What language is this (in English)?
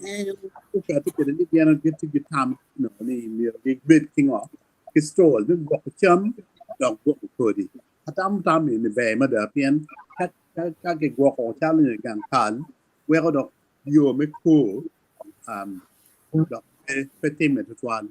Acoli